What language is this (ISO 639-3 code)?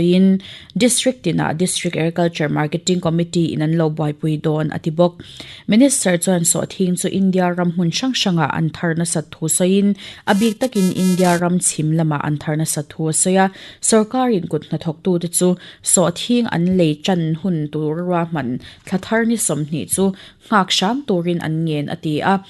lus